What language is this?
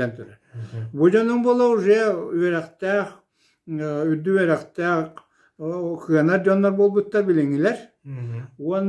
Yakut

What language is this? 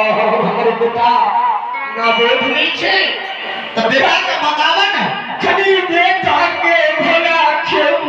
Maithili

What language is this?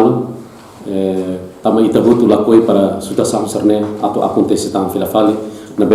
Tetum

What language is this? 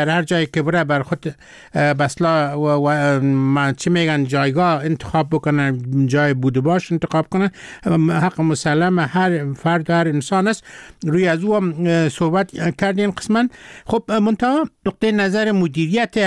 Persian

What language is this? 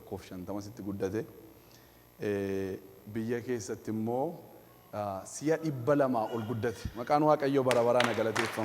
Oromo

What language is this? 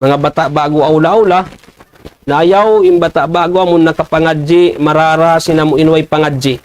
Tausug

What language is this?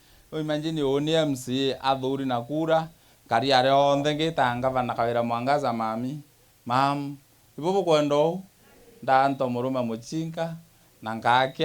Meru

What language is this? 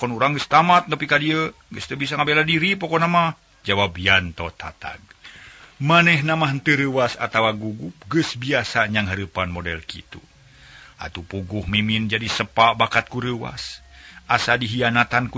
Sundanese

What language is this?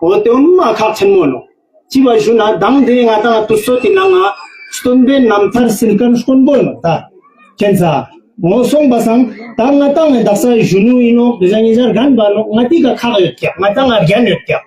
Ladakhi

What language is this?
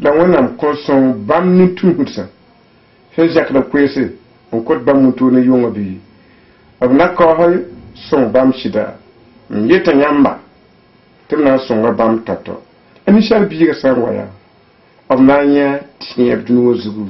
Mossi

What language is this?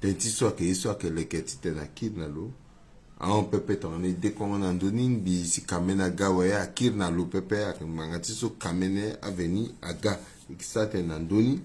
Sango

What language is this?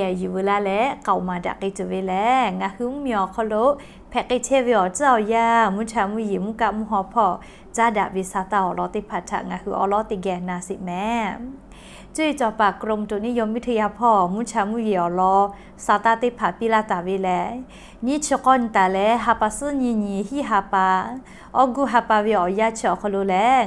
Lahu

